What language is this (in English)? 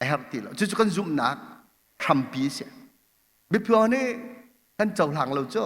Hakha Chin